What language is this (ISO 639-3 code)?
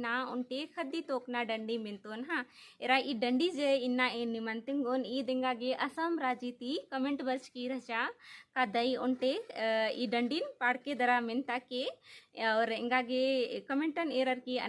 kru